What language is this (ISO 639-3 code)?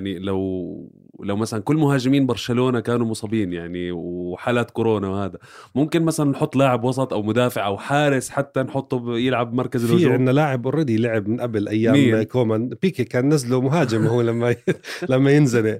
apc